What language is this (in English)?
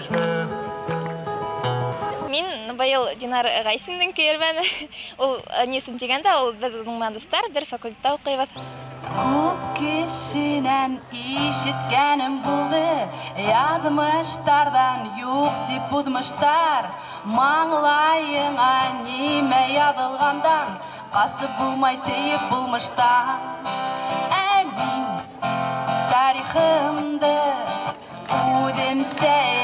Bashkir